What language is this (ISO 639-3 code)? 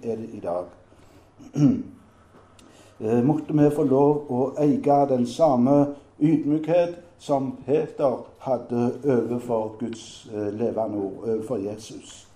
nor